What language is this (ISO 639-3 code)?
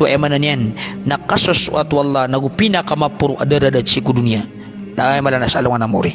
mrw